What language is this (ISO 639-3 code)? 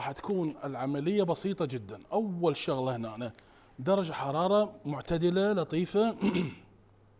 acm